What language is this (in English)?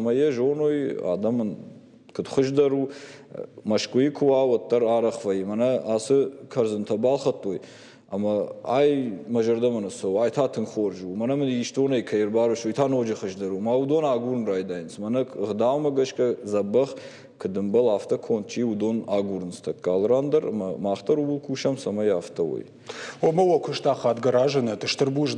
Ossetic